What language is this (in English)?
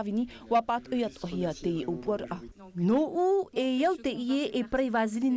Tahitian